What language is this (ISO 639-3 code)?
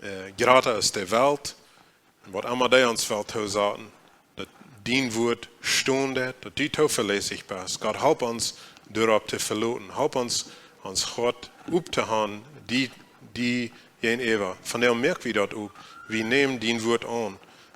pdt